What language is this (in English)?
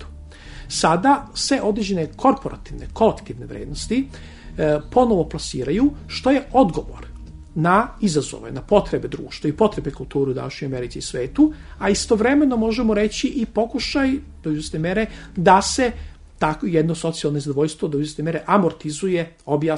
Serbian